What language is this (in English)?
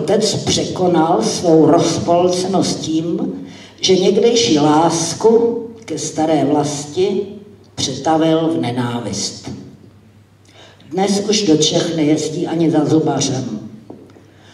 Czech